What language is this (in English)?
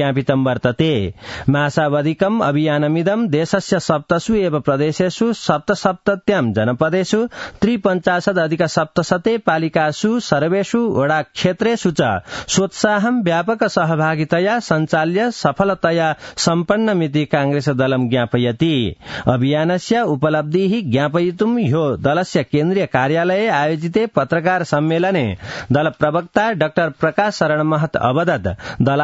Sanskrit